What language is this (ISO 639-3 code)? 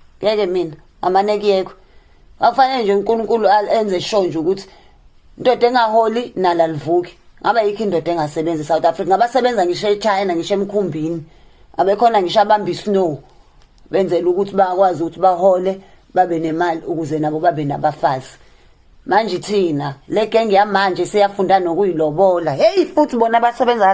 zul